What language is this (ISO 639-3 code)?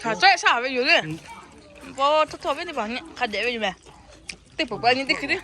lhu